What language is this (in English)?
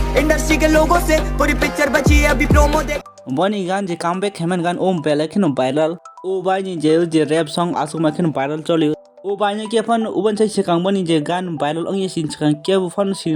Kok Borok